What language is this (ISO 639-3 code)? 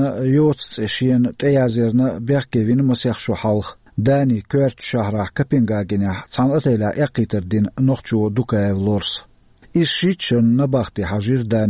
che